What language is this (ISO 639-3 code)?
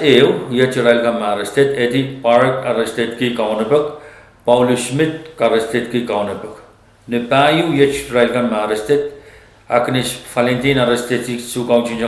pon